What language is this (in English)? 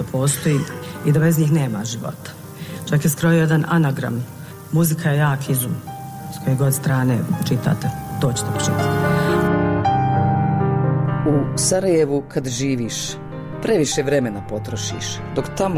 Bosnian